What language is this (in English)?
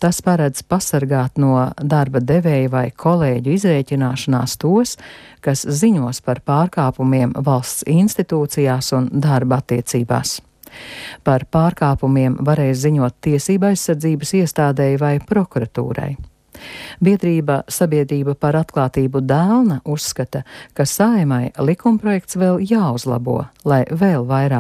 Latvian